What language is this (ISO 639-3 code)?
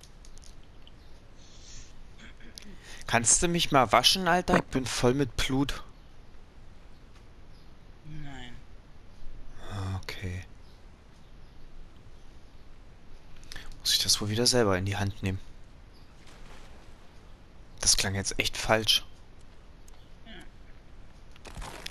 deu